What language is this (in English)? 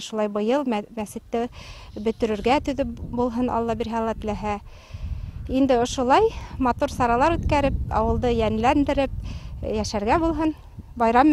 Bashkir